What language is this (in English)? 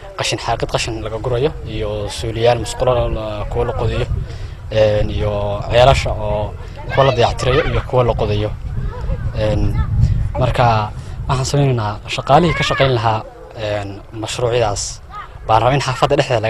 Somali